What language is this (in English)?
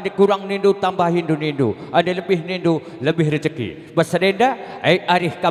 Batak Karo